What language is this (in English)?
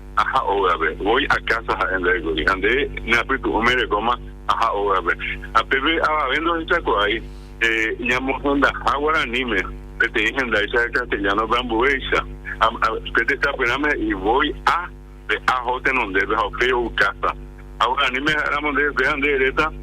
Guarani